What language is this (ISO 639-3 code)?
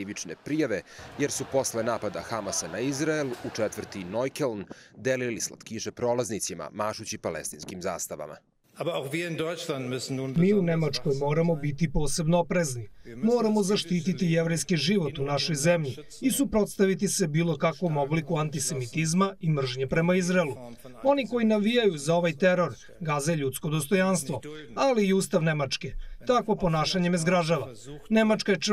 srp